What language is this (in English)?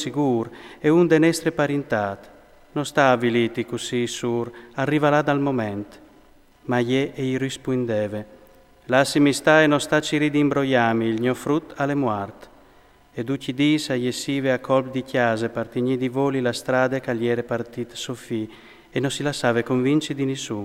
Friulian